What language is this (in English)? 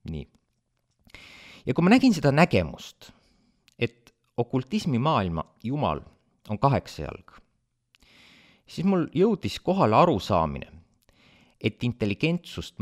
Estonian